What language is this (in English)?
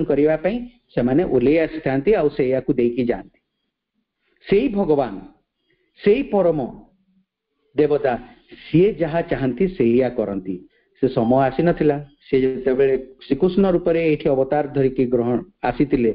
Odia